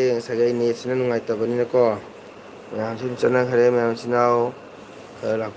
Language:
Manipuri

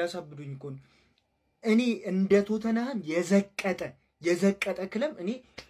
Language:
Amharic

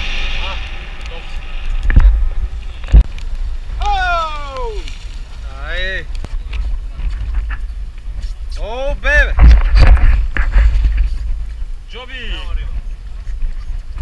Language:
Bulgarian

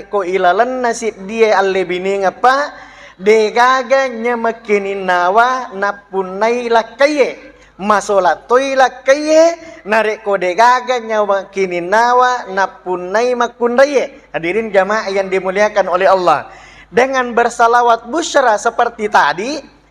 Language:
Buginese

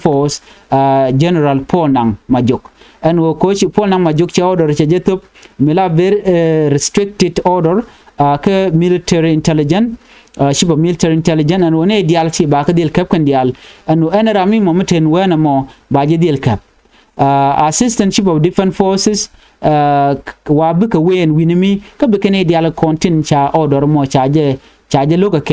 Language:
Nuer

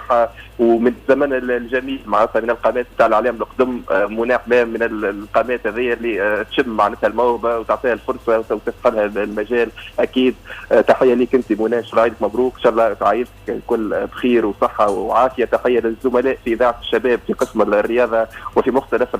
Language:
Tunisian Arabic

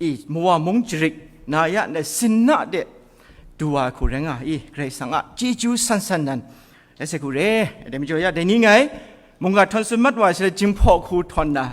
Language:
Kachin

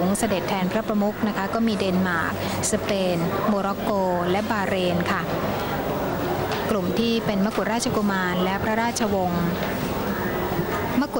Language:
Thai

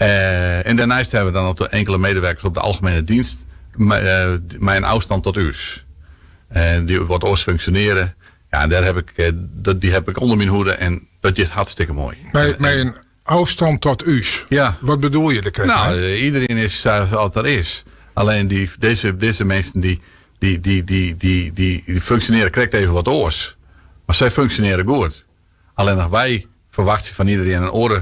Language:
Western Frisian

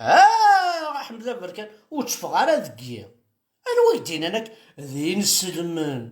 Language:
Kabyle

